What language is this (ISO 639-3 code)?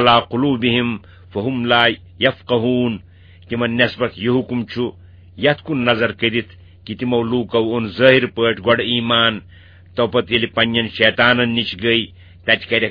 kas